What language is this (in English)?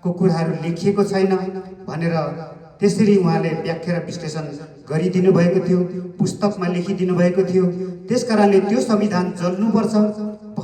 Nepali